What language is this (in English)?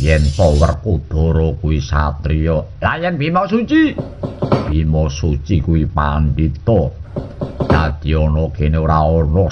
Javanese